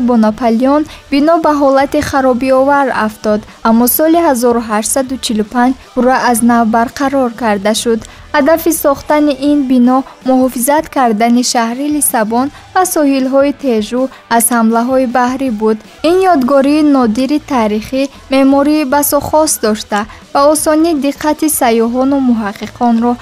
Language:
Tajik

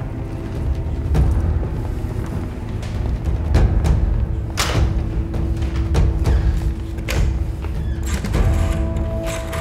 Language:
Turkish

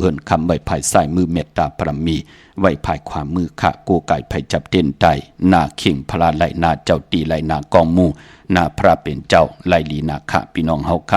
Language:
Shan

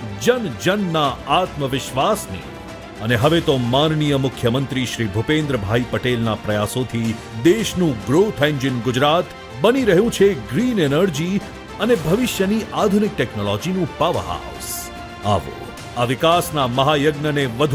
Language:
Gujarati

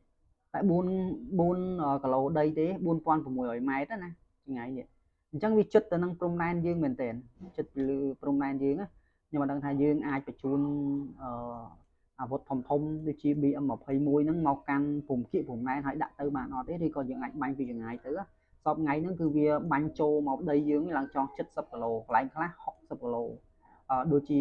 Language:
Khmer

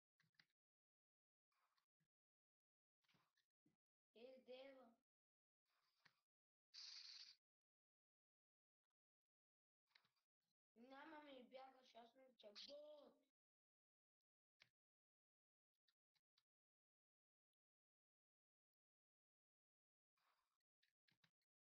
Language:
Bulgarian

